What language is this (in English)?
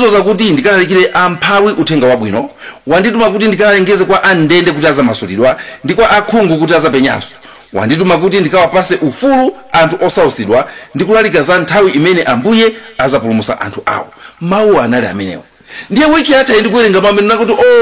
Nyanja